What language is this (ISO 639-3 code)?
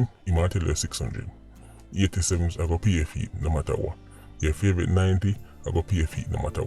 jam